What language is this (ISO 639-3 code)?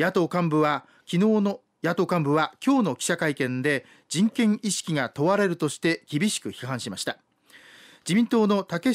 jpn